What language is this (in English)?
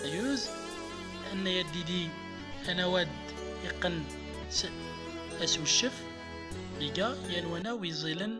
Central Atlas Tamazight